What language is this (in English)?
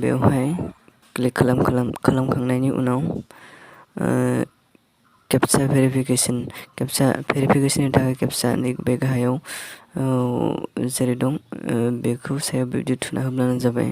Bodo